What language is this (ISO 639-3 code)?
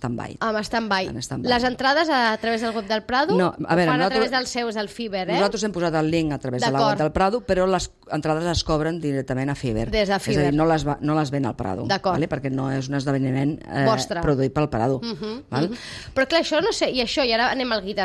cat